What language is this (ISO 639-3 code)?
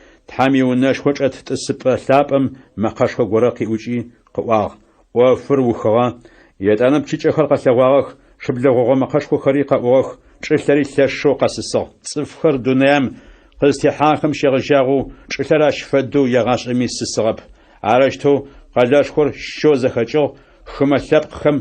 ady